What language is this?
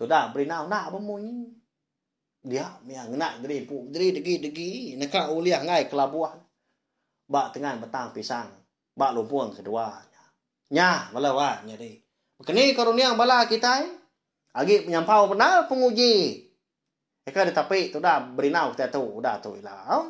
Iban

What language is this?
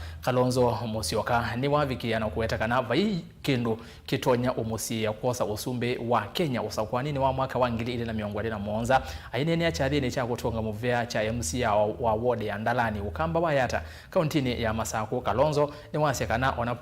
Kamba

